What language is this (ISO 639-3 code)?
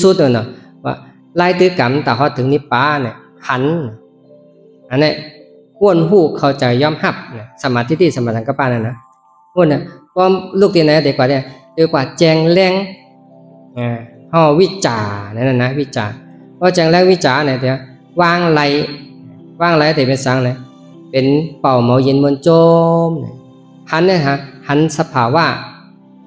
shn